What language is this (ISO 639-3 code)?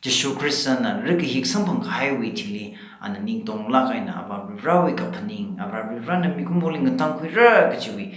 nmf